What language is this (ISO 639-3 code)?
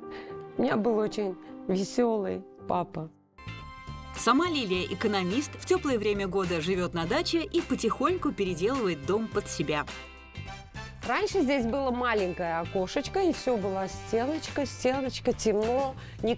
rus